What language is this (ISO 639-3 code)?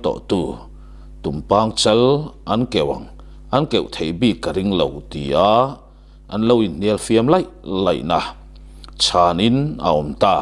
lus